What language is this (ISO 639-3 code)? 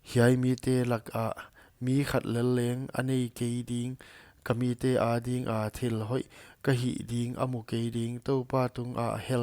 pck